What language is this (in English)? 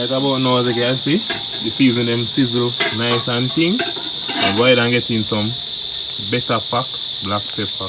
Jamaican Creole English